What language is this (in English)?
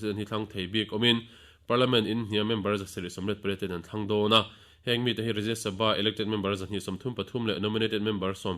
Mizo